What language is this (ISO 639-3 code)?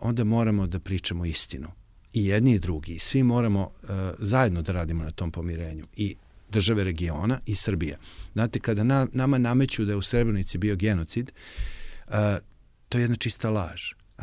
srp